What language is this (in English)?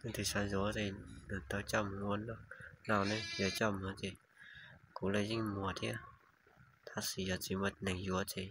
Hmong